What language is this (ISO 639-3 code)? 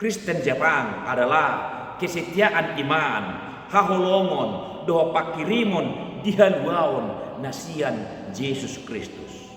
bbc